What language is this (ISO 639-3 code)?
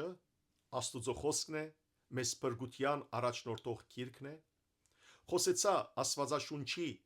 hyw